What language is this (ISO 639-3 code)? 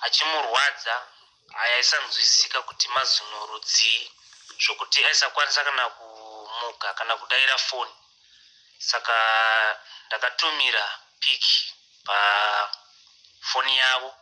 sna